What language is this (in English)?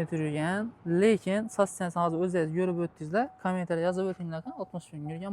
Uzbek